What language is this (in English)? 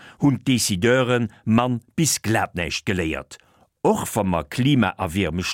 Luxembourgish